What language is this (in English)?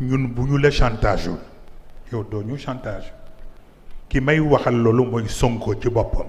Wolof